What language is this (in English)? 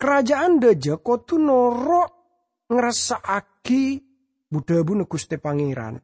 Madurese